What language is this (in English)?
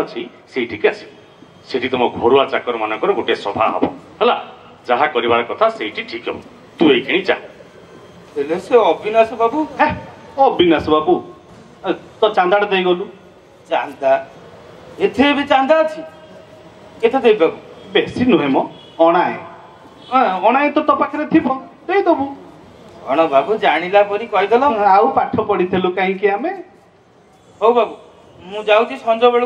Odia